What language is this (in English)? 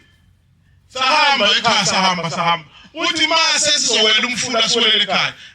Zulu